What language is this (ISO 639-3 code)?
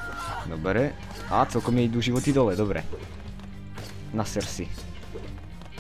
slk